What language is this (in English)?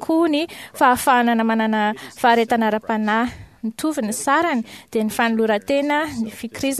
Malagasy